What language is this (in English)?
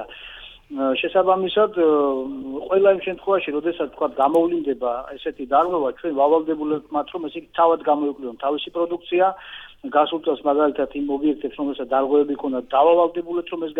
Georgian